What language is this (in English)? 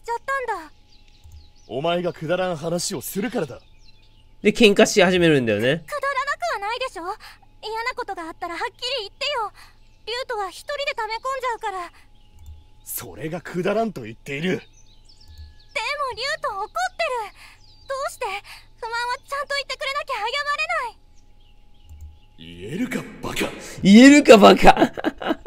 Japanese